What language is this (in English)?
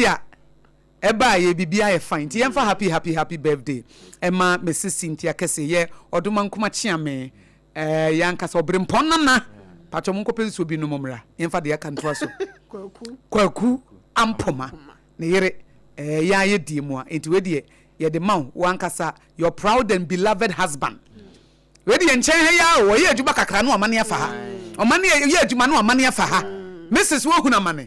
Akan